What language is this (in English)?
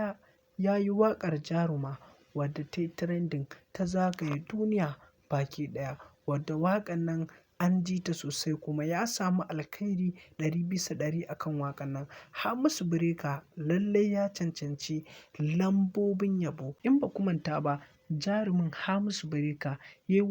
Hausa